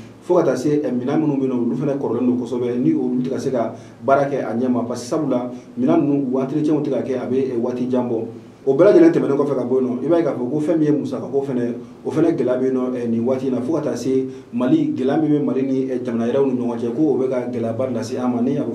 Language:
Bambara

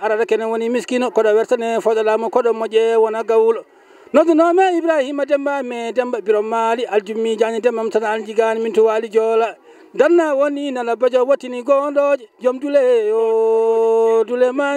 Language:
Fula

